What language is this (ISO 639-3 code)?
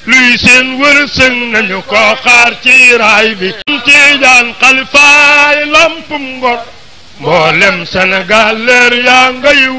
wol